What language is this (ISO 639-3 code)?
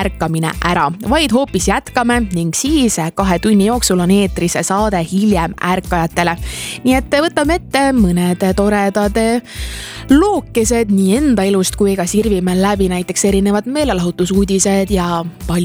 est